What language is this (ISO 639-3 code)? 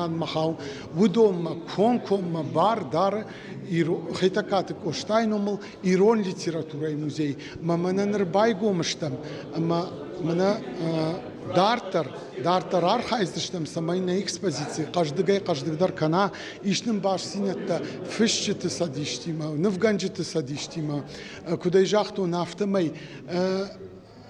oss